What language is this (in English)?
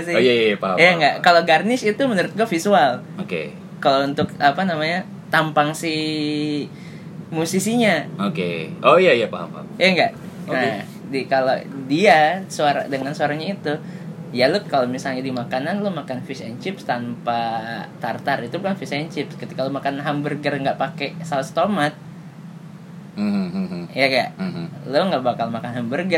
Indonesian